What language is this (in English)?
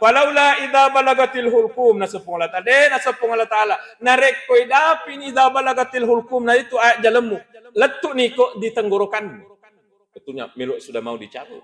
Buginese